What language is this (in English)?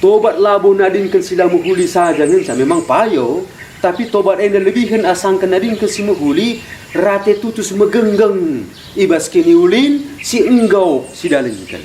Batak Karo